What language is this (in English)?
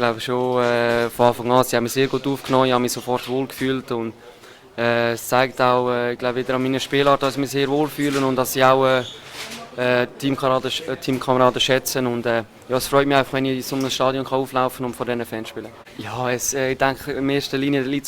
Swiss German